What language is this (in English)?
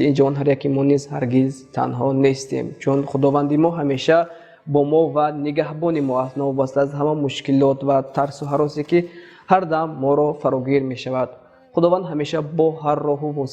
Tajik